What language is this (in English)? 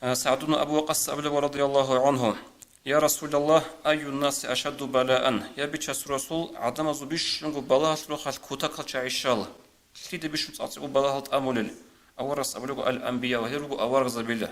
Avaric